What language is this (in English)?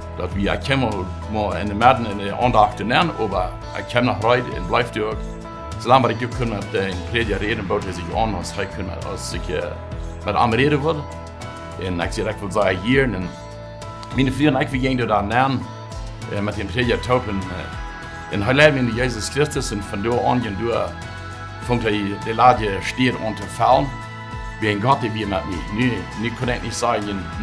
Plautdietsch